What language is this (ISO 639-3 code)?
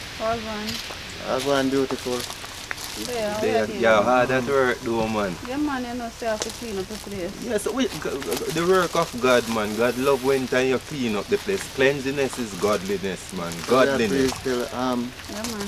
jam